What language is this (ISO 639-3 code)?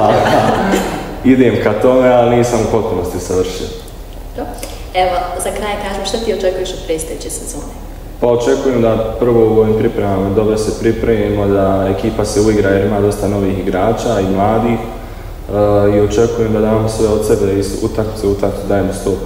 bos